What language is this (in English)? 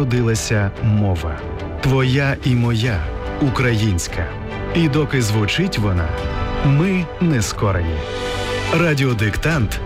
Ukrainian